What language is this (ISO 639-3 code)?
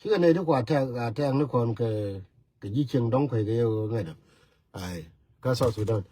nus